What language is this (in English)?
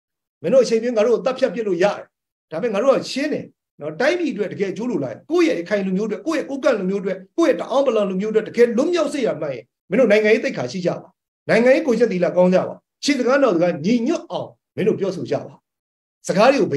Burmese